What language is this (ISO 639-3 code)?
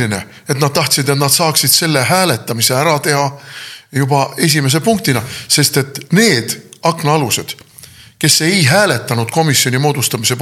est